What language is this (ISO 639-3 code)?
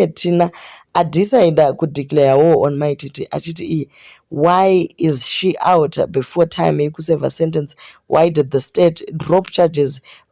sna